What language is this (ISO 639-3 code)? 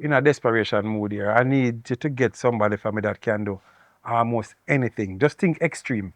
jam